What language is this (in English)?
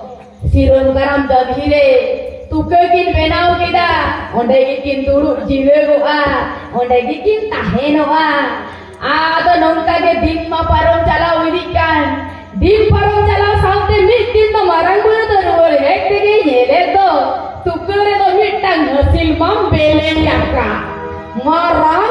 Santali